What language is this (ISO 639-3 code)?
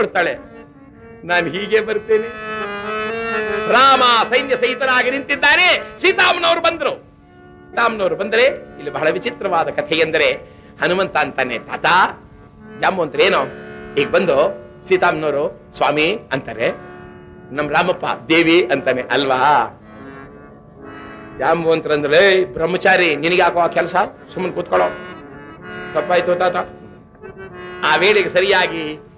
kan